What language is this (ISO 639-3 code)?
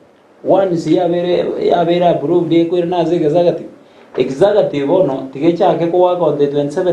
guz